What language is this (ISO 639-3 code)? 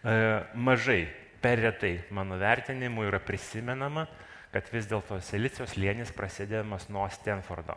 lit